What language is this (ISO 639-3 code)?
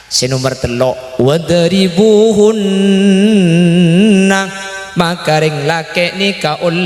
mad